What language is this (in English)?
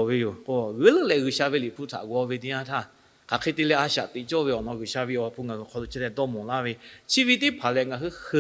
Lahu